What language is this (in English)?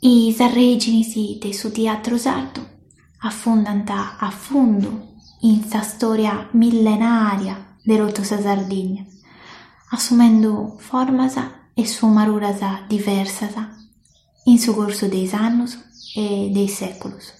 Sardinian